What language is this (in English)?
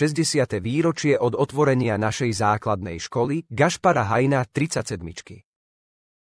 Slovak